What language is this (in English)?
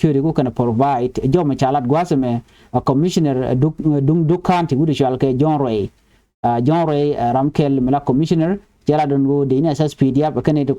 Nuer